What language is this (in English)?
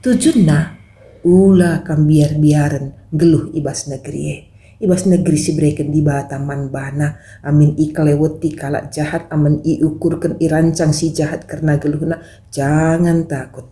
Batak Karo